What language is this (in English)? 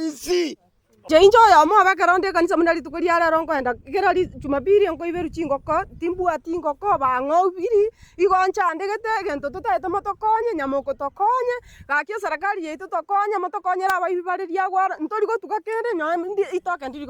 Gusii